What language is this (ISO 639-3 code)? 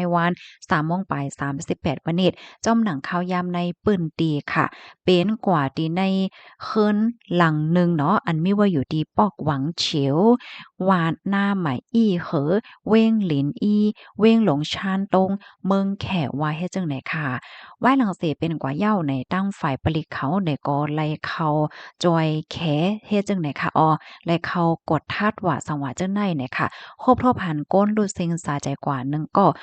shn